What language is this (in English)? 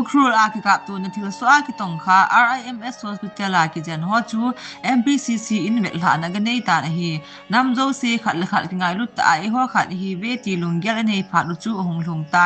Thado Chin